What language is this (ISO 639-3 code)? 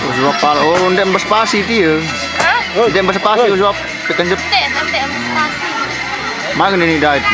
sas